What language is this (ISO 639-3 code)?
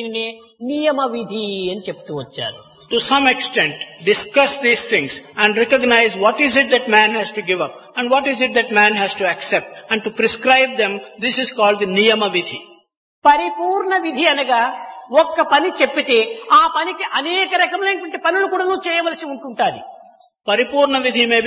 tel